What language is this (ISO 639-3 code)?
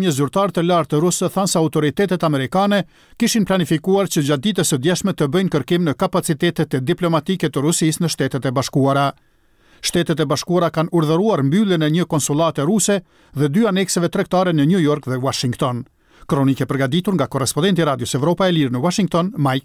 sqi